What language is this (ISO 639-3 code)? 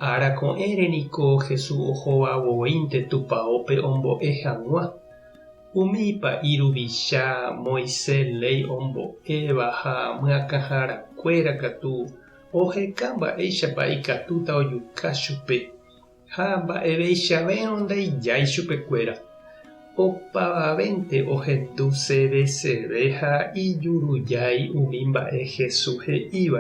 grn